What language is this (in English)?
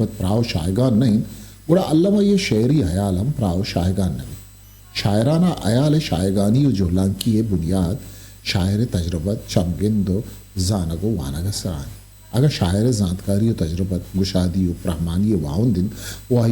Eastern Balochi